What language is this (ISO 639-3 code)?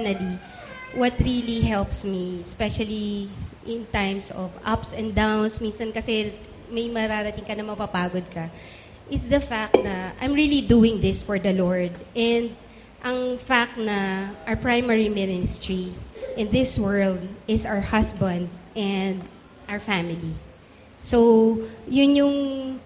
fil